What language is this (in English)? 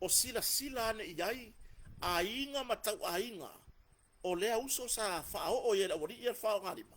Samoan